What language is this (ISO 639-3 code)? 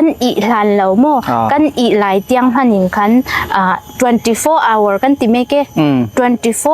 cfm